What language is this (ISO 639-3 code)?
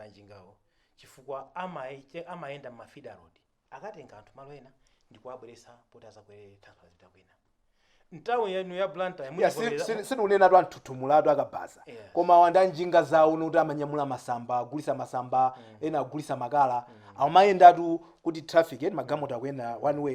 nya